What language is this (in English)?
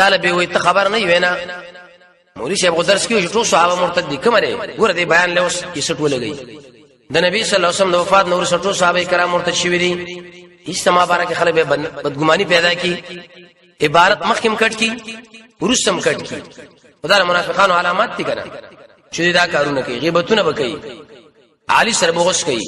Pashto